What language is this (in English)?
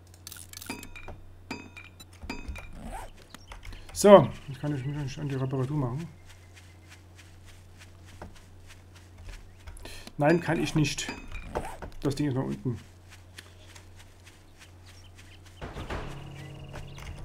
German